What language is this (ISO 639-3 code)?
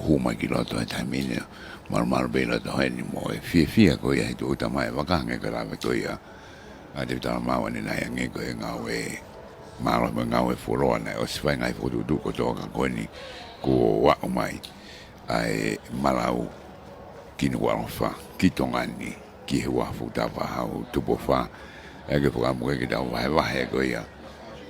ton